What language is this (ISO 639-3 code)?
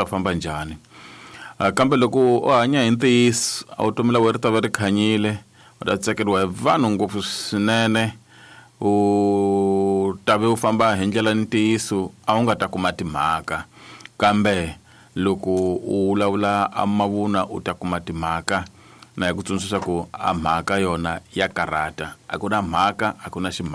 tso